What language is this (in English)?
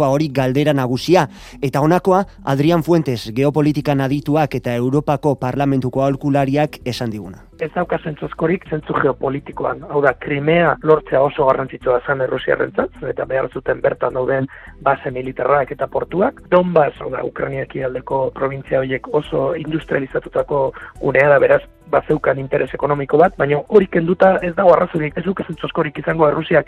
Basque